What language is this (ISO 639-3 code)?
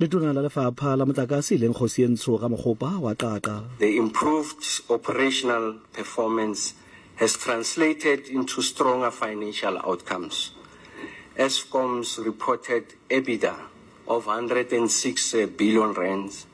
sot